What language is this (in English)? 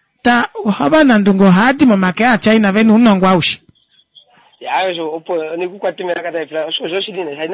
Kuanyama